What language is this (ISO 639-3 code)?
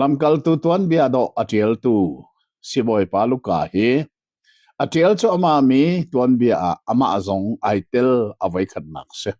cnh